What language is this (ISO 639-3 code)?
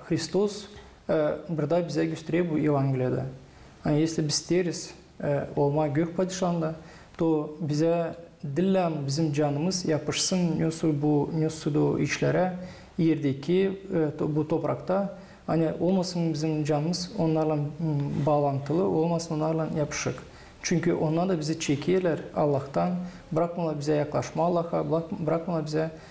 gag